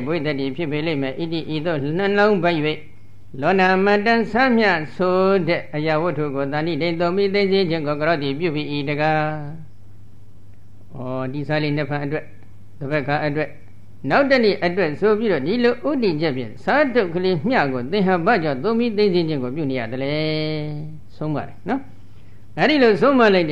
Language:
Burmese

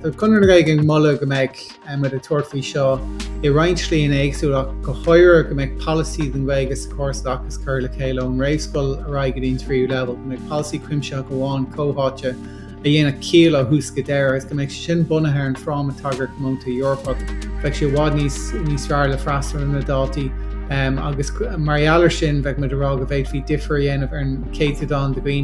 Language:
Irish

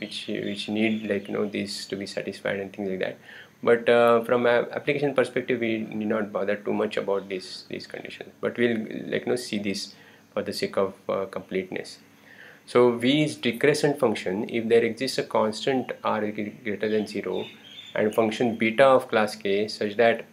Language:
English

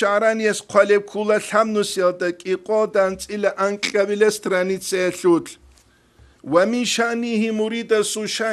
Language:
Avaric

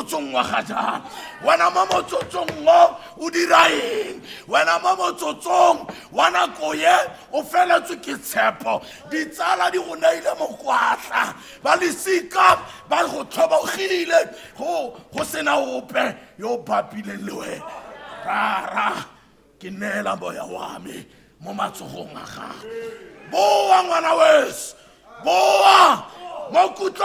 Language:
Tswana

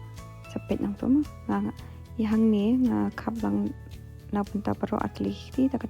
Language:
Khasi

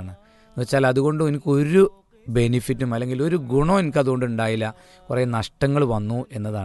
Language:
Malayalam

